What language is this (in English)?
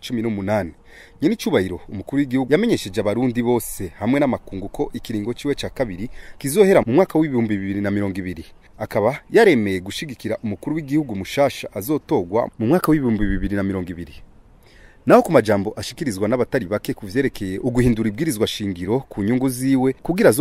Rundi